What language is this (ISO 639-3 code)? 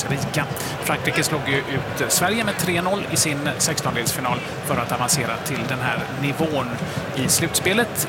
swe